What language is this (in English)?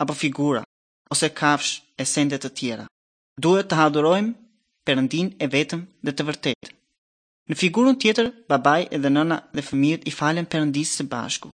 Albanian